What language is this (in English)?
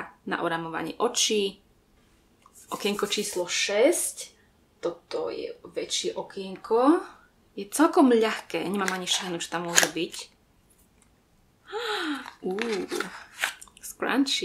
Slovak